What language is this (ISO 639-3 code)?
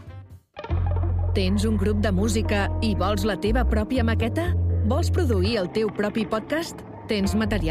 cat